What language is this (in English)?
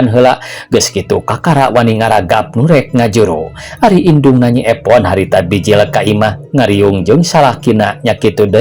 Sundanese